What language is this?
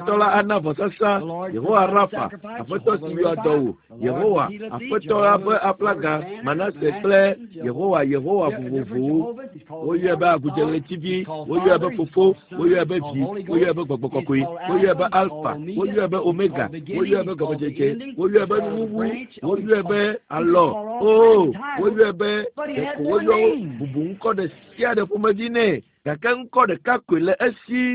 Ewe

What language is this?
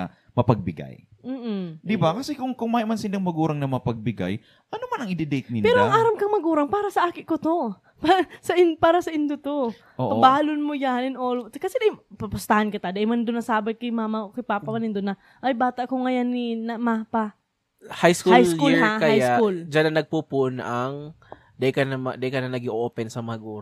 Bikol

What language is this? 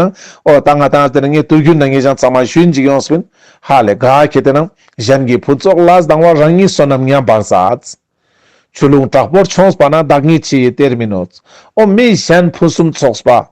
Ladakhi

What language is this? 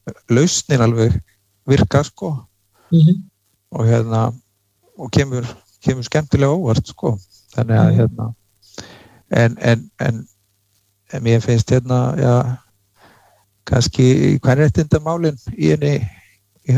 Icelandic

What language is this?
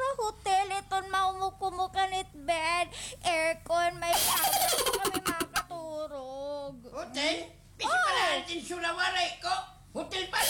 Waray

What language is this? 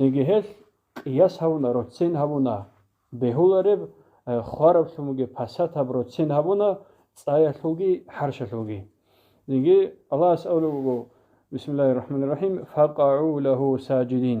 Avaric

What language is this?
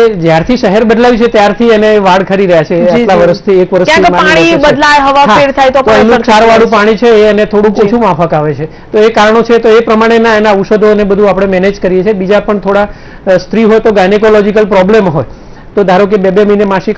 Gujarati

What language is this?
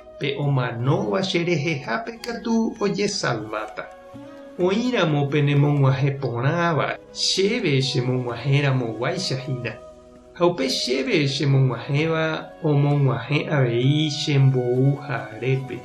Guarani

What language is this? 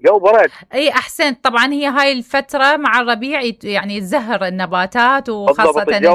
Mesopotamian Arabic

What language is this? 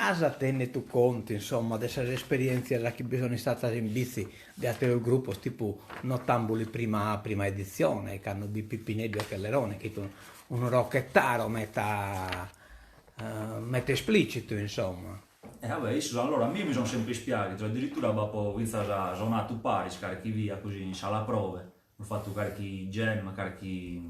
Sardinian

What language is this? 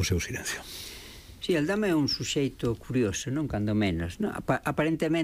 Galician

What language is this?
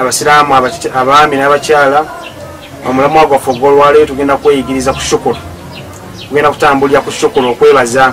Ganda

